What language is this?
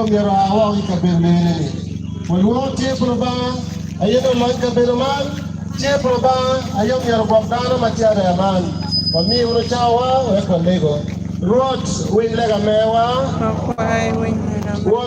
Acoli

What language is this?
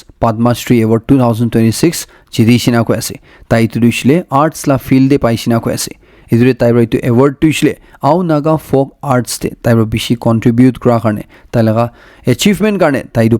Naga Pidgin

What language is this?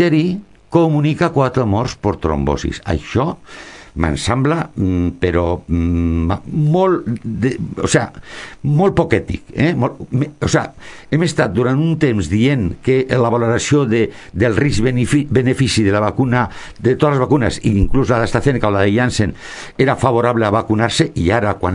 Catalan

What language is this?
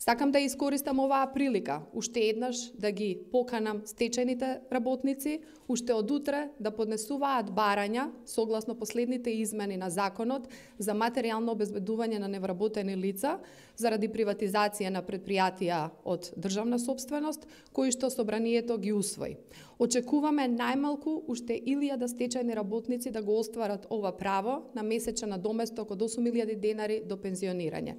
Macedonian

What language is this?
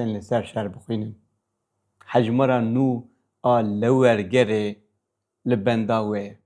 Kurdish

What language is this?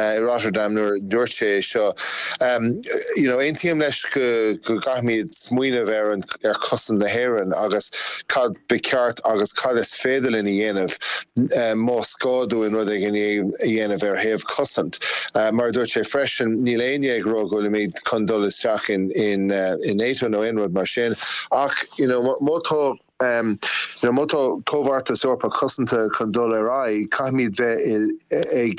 Irish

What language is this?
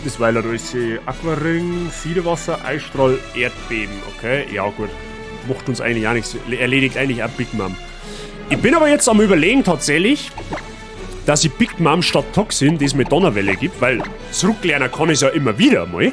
Bavarian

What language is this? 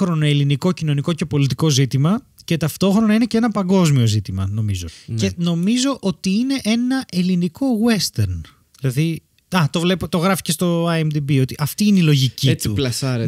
Greek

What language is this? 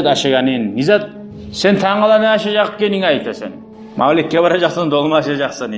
Kumyk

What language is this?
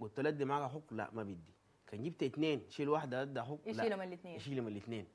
Sudanese Arabic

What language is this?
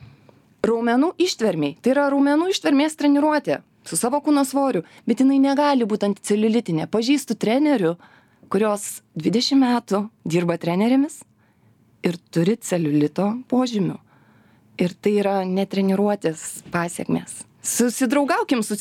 Lithuanian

